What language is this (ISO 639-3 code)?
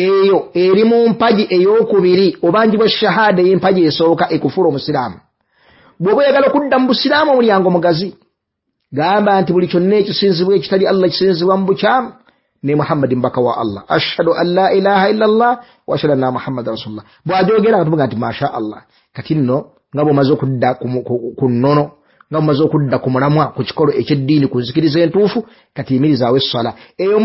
lug